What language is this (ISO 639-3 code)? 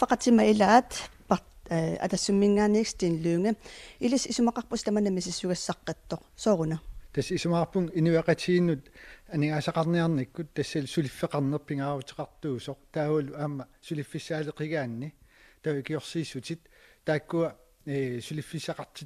kal